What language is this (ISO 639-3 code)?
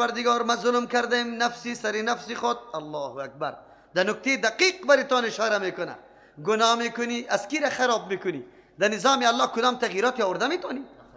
fas